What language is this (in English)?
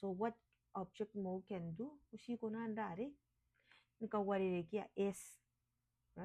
Gilbertese